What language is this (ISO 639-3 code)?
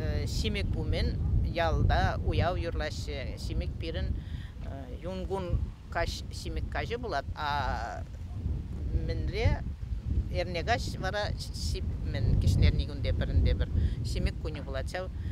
chv